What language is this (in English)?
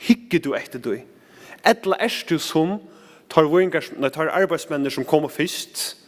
Faroese